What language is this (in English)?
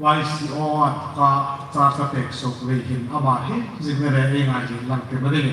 Hmar